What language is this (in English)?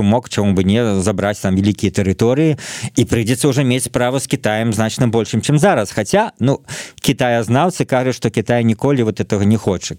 Belarusian